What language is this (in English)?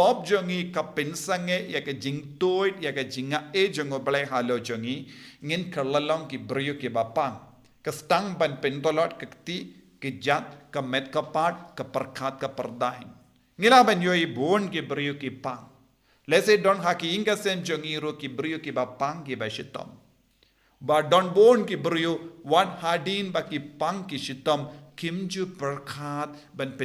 Khasi